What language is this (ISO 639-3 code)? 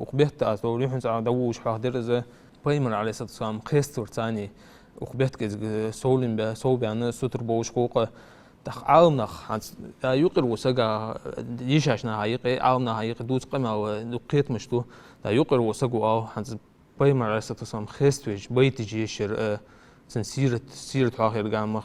inh